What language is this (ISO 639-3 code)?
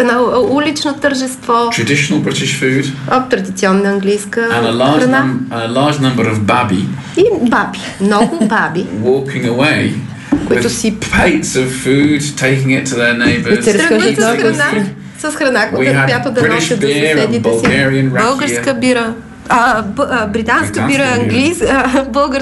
bul